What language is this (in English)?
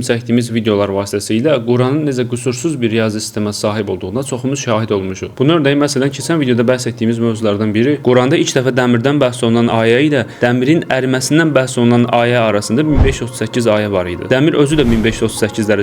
Azerbaijani